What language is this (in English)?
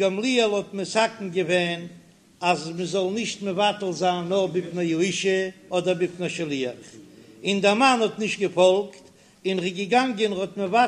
Yiddish